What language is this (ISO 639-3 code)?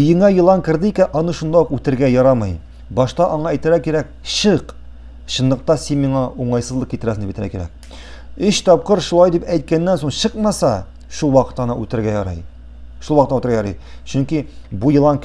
tat